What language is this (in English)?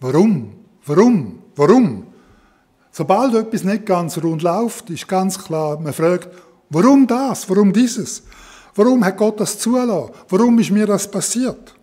Swiss German